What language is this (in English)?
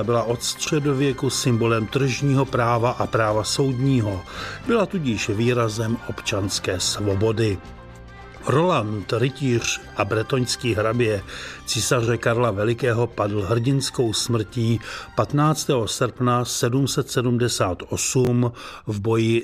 Czech